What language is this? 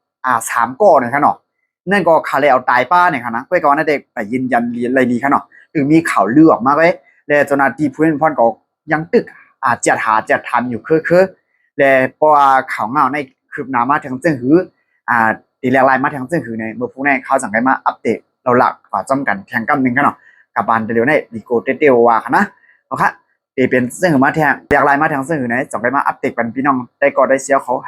Shan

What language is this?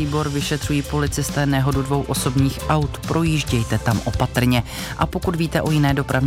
Czech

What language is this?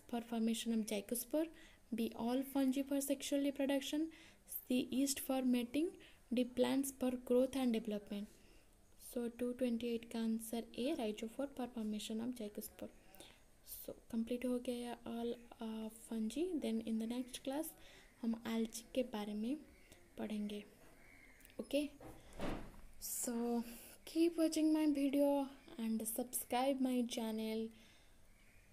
Hindi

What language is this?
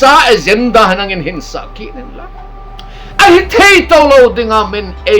Thado Chin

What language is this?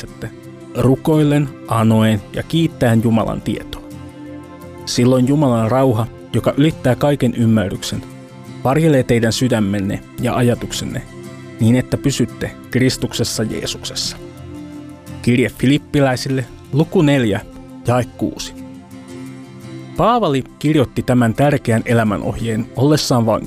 Finnish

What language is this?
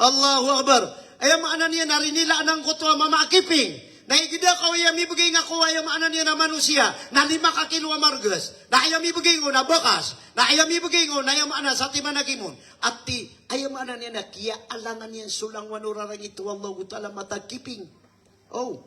Maranao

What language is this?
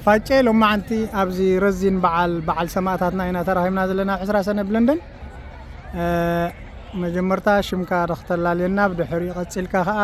Tigrinya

